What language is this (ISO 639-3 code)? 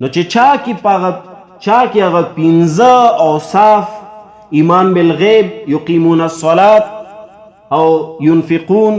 pus